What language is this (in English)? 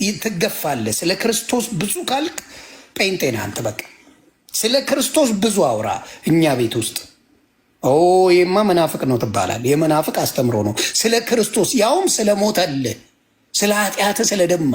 Amharic